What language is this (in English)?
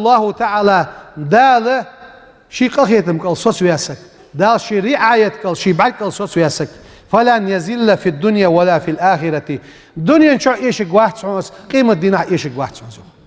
Ingush